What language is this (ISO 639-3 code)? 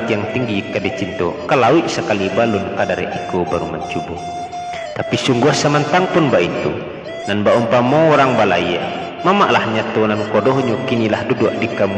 min